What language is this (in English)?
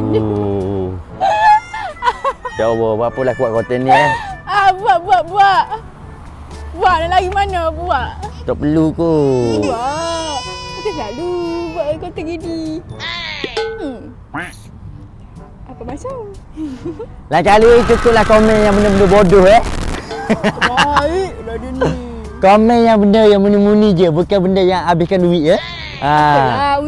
Malay